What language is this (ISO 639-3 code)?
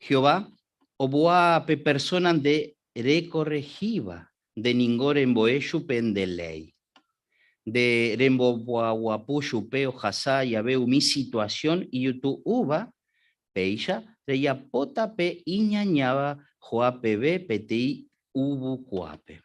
grn